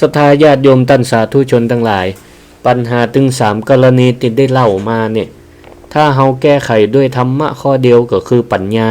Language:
Northern Thai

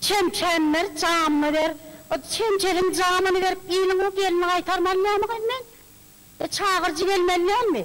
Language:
Turkmen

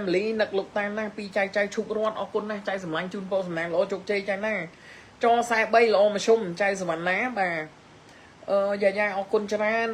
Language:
Khmer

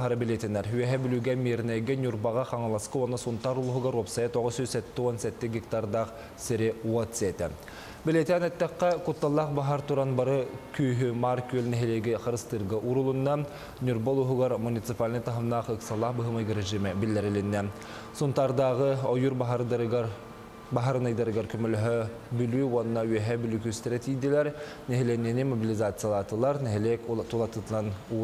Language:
Yakut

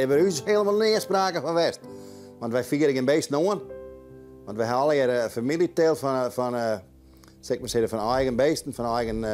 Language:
Western Frisian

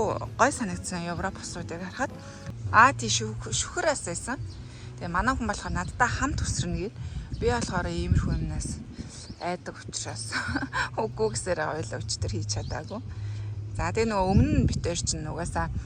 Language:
Mongolian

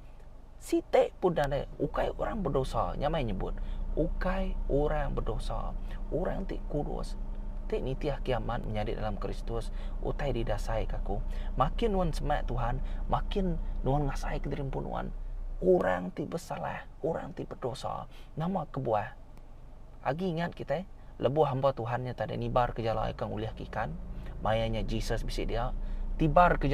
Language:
Iban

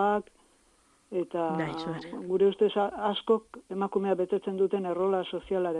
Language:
Basque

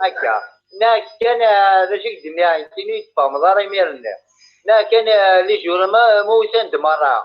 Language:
Kabyle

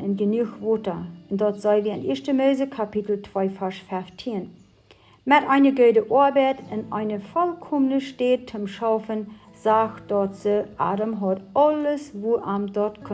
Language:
Plautdietsch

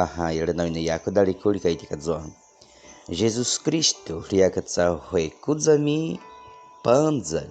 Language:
Baniwa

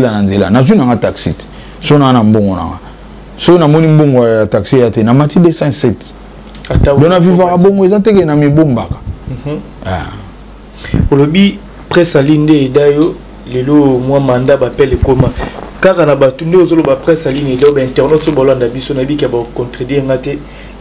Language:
Lingala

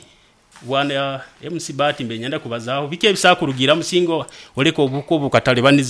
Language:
Nyoro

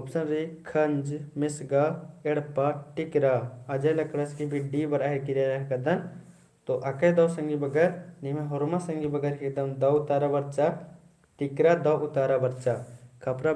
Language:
Kurukh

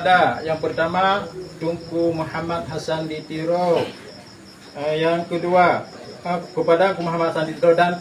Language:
Achinese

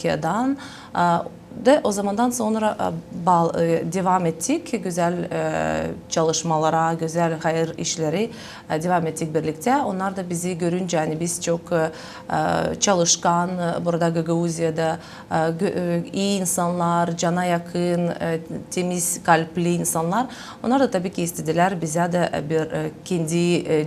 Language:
Gagauz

